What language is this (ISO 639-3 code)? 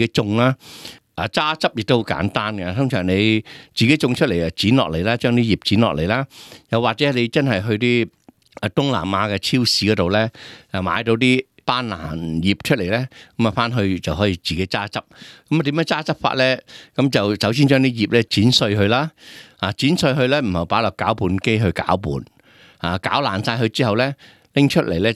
yue